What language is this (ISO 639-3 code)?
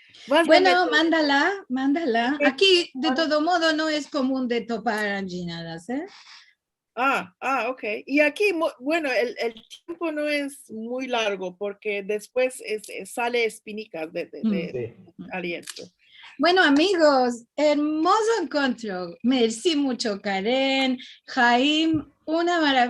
lad